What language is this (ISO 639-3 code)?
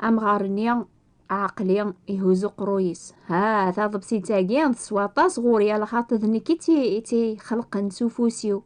kab